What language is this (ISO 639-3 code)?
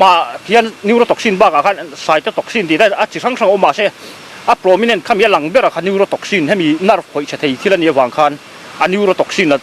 lus